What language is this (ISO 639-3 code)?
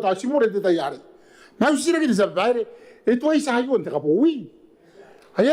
gil